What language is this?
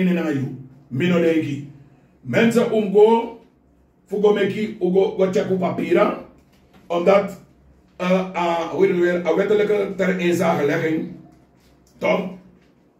Sranan Tongo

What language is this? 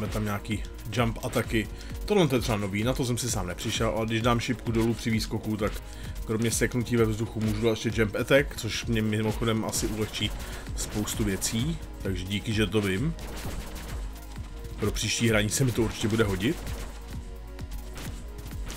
Czech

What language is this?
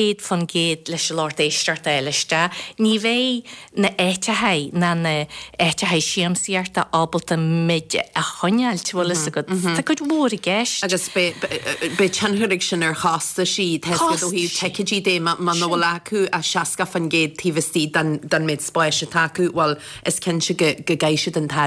Irish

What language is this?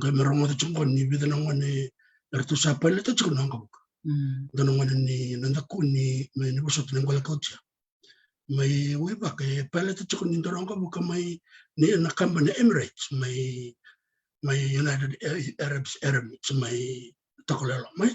Fijian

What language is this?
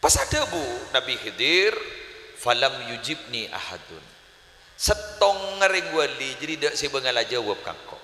Madurese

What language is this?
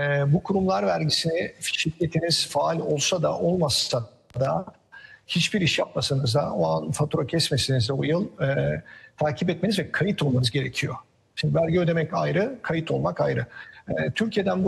Turkish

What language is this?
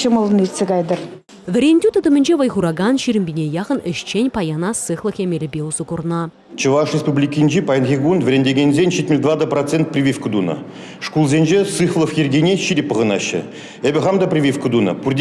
Chuvash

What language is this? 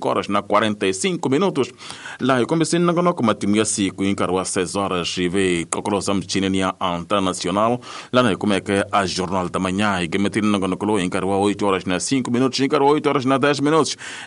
Tsonga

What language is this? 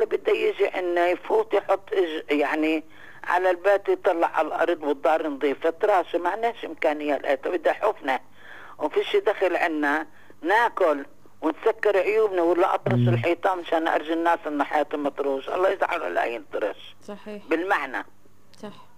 North Levantine Arabic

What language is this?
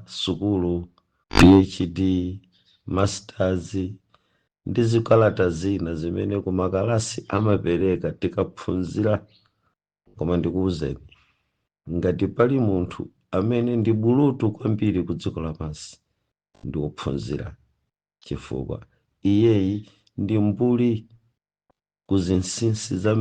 Nyanja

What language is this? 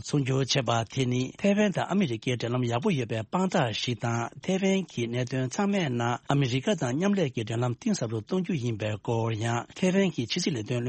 Tibetan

